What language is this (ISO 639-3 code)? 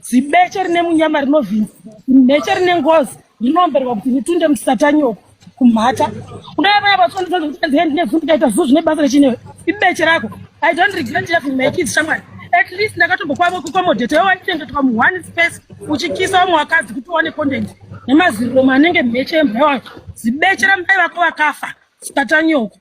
sna